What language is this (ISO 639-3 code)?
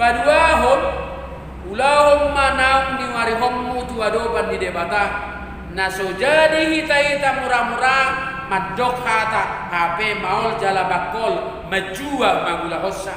bbc